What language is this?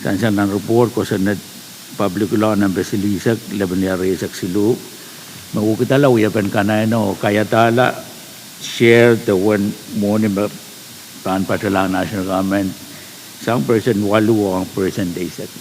Pohnpeian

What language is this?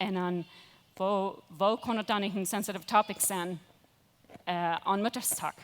Plautdietsch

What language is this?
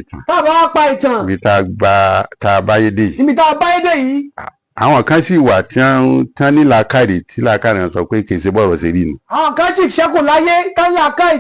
Yoruba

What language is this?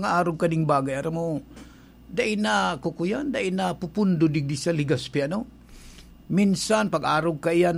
Bikol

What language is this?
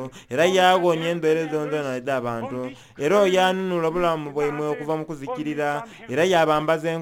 Soga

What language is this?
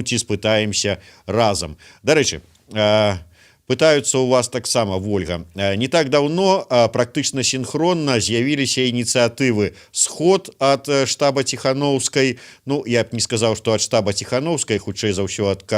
Belarusian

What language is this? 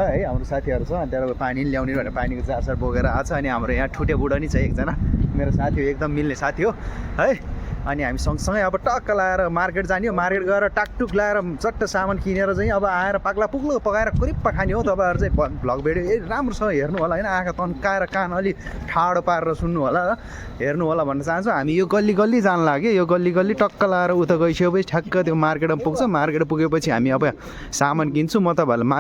Nepali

